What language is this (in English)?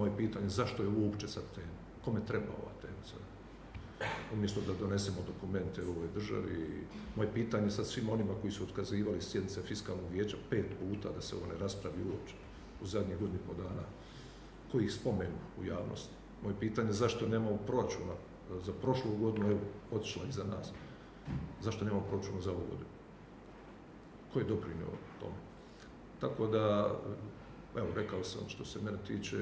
Croatian